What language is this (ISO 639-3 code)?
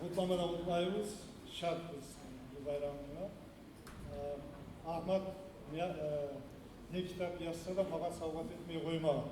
kum